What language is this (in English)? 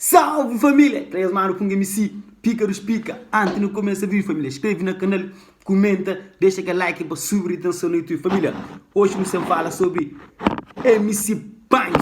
Kabuverdianu